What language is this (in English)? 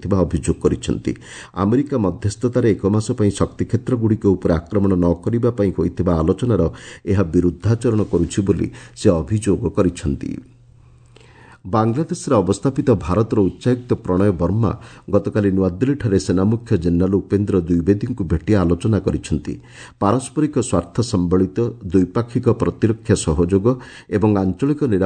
Odia